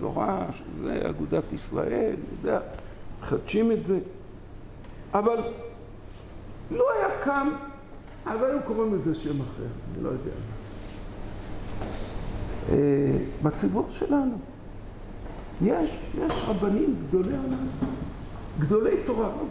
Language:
Hebrew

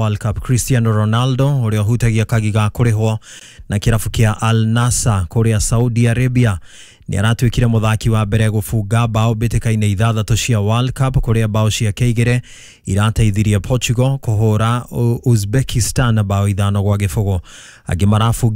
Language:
Kikuyu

